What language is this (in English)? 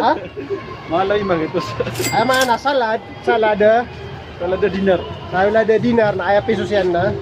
Maranao